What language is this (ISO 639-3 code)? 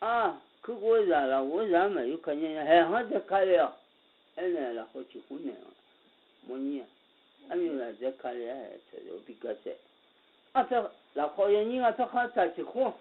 ahk